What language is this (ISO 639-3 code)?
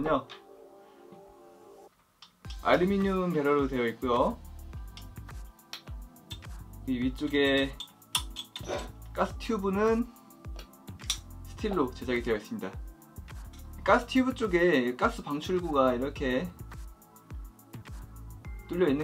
kor